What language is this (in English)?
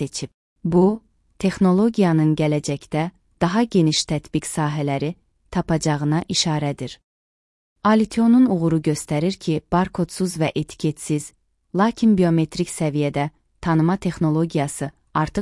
Azerbaijani